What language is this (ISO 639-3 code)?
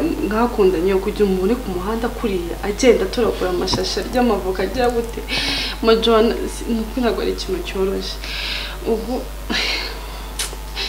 kin